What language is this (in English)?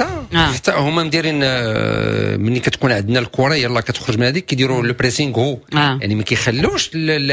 Moroccan Arabic